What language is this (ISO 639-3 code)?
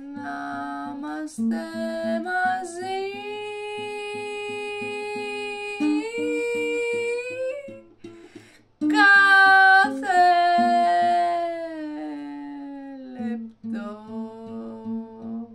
ell